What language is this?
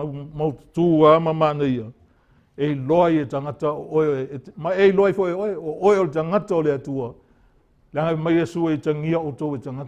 Samoan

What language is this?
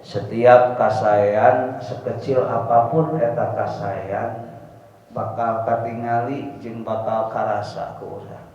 Sundanese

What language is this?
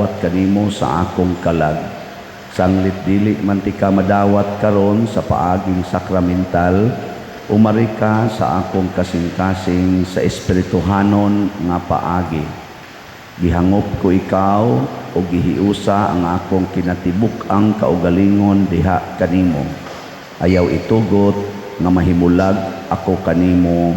Cebuano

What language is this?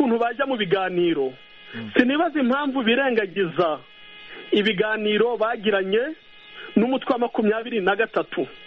Kinyarwanda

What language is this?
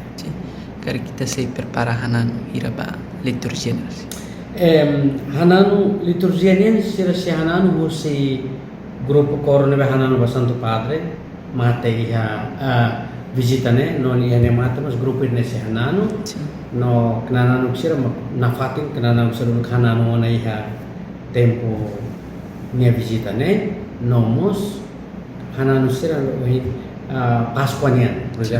Tetum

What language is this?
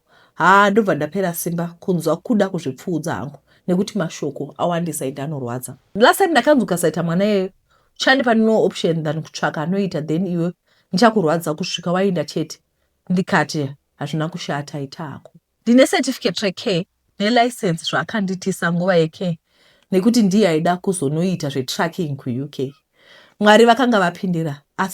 Shona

